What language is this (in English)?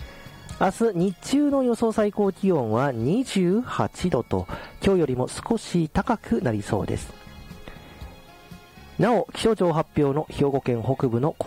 Japanese